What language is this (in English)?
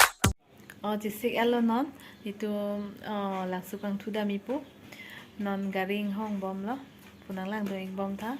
Karbi